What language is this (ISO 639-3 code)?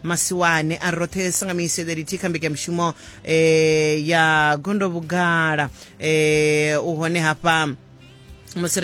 ven